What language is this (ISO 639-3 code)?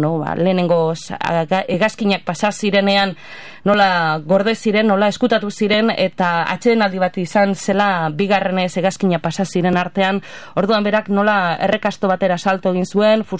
eus